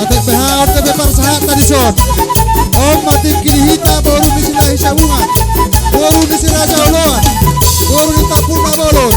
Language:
Batak Toba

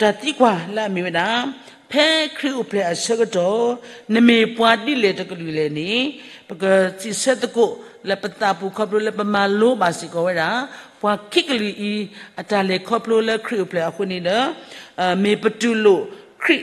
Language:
S'gaw Karen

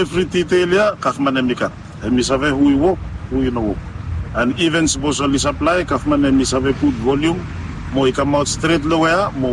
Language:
Bislama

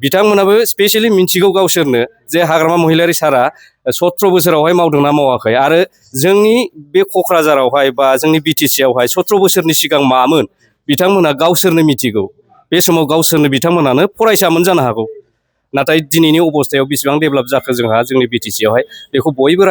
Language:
Bodo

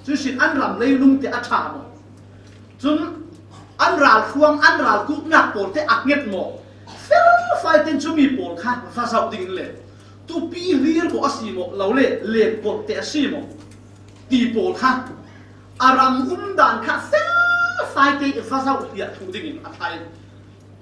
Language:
Falam Chin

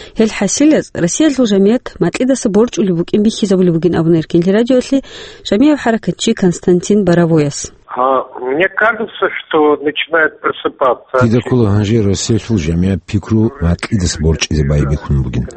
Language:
Avaric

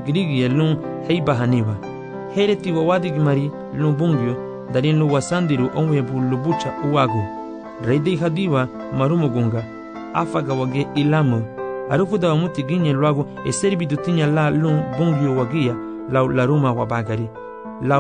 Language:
Garifuna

